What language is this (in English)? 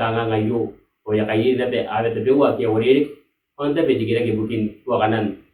Gilbertese